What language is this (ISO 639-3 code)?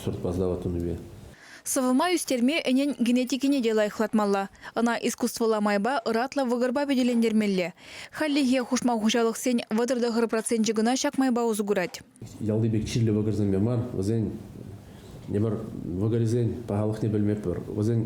chv